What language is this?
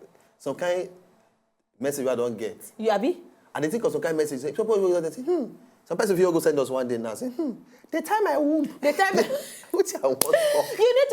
Nigerian Pidgin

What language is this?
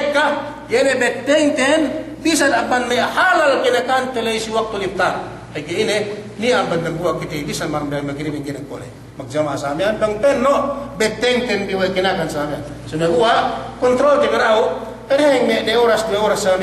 Yakan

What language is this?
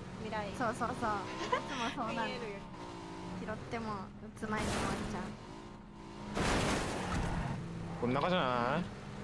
Japanese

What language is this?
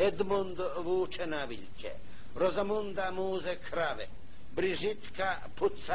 Bosnian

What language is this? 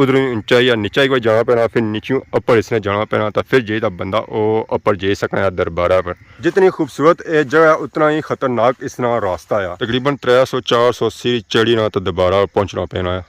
Pahari-Potwari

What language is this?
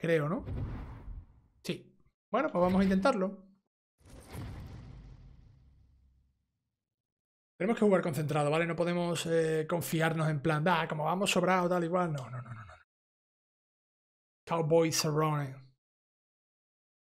Spanish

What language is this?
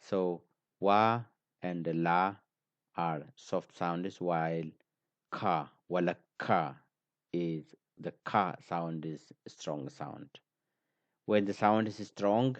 English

